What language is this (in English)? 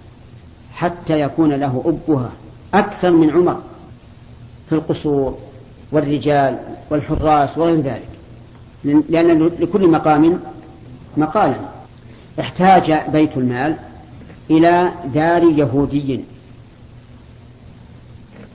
Arabic